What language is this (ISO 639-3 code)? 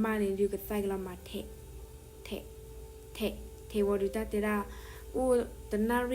ksw